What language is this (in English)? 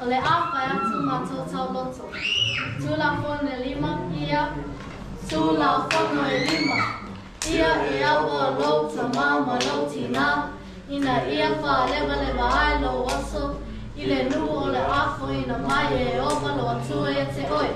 Samoan